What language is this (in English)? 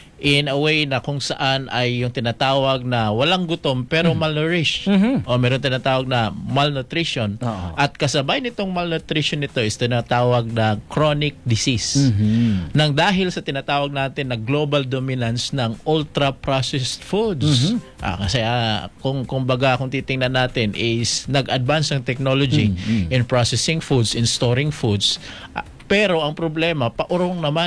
Filipino